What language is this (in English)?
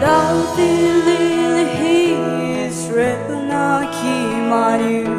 Poumei Naga